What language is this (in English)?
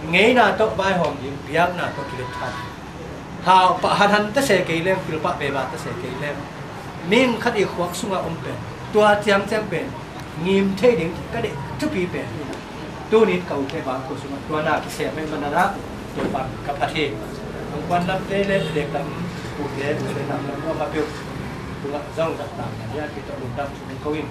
Tedim Chin